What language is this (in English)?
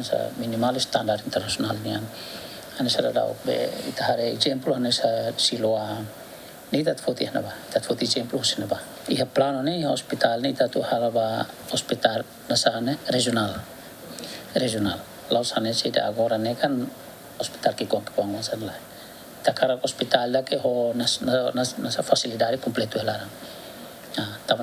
Tetum